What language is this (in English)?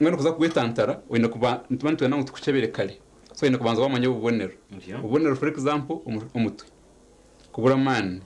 Nyankole